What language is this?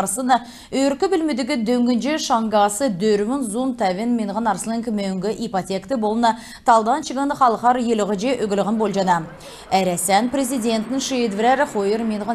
Kalmyk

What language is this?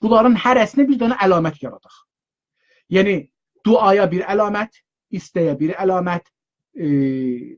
South Azerbaijani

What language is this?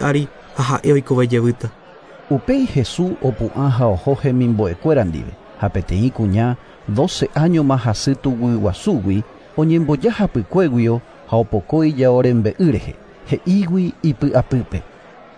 Guarani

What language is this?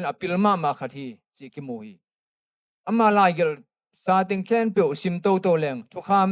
Tedim Chin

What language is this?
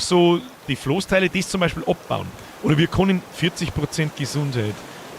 Bavarian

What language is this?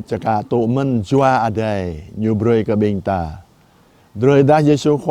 Jarai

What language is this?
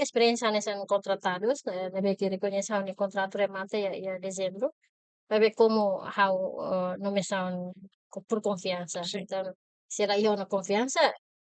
Tetum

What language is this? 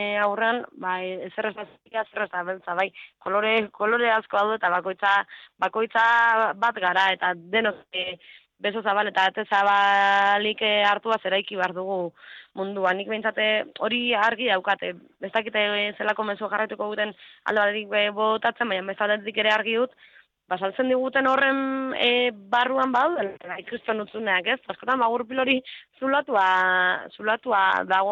Basque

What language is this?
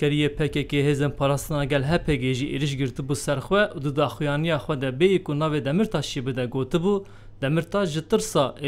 Kurdish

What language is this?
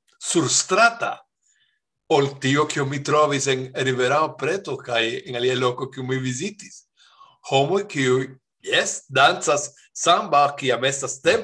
Esperanto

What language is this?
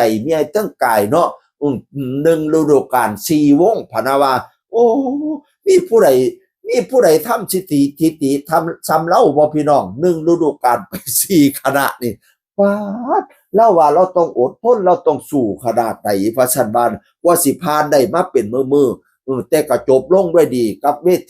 Northeastern Thai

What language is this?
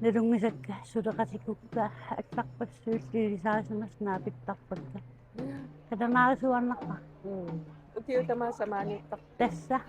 Kalaallisut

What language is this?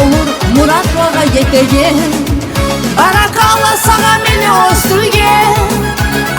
Kumyk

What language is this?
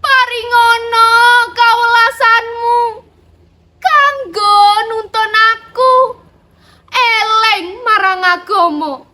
Javanese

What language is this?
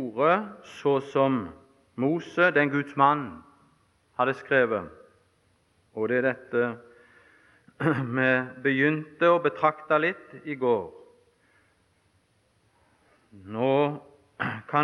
Norwegian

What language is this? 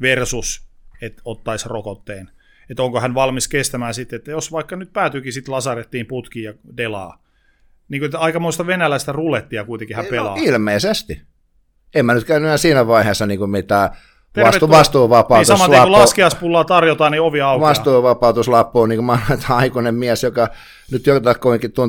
Finnish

